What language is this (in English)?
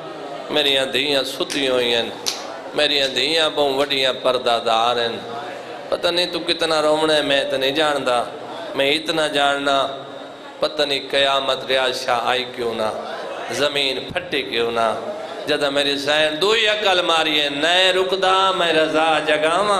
Saraiki